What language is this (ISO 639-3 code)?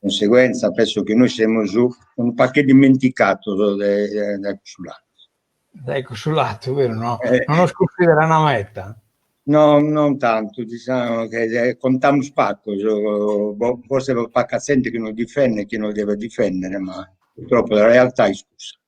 srd